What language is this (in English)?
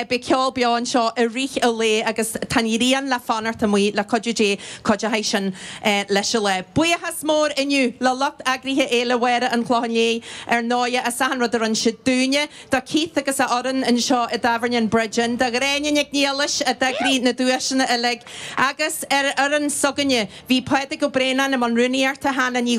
Irish